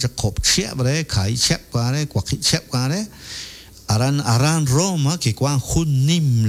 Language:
Kekchí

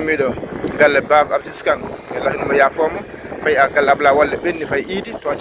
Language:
Fula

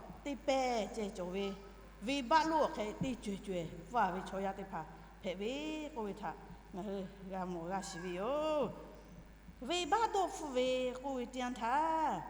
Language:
Lahu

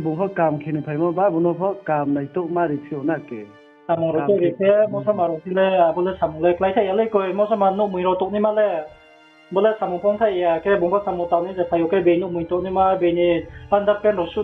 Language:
Riang (India)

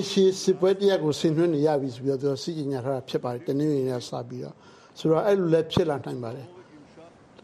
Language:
Burmese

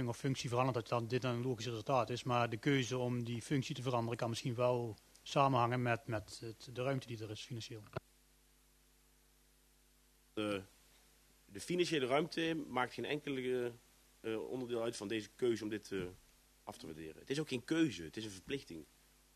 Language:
Dutch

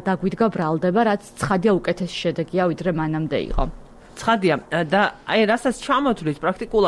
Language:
Georgian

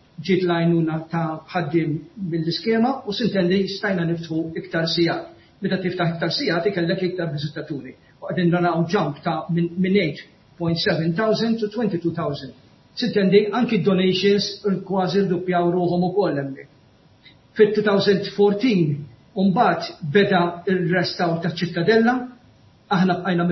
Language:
Maltese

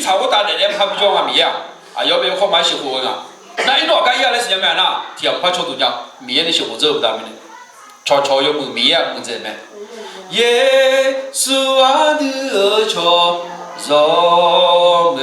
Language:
Akha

